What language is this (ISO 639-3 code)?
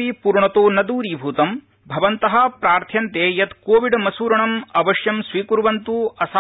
san